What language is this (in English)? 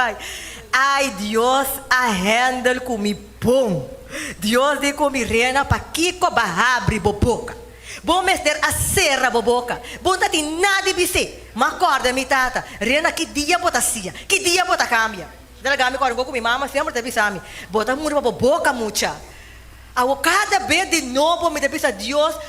Papiamento